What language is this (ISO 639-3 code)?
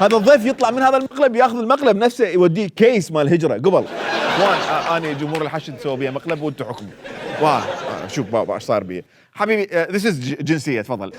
acm